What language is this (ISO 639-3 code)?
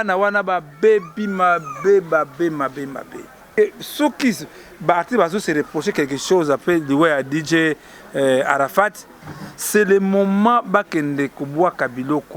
lin